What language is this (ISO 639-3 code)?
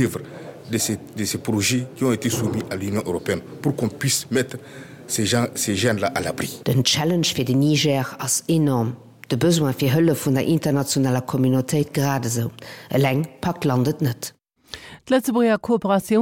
ltz